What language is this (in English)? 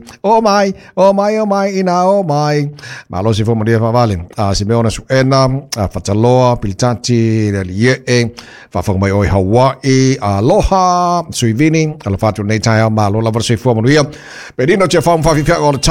Samoan